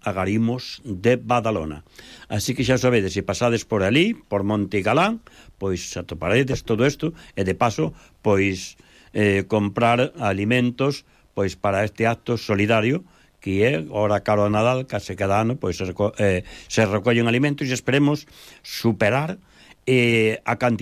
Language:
Galician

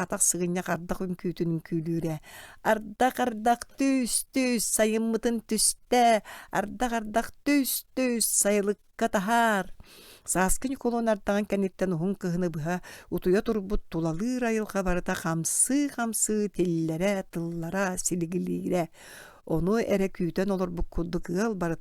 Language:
Yakut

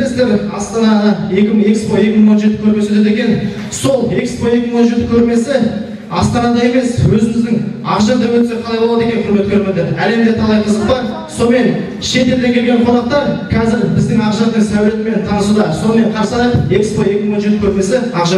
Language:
Kazakh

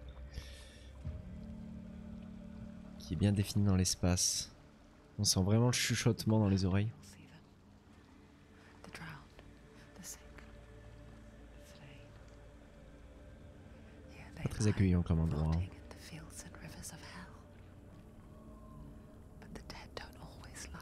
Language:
French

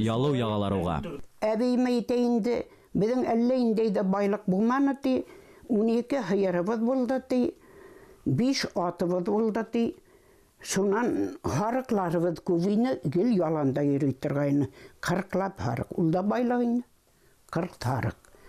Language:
Bashkir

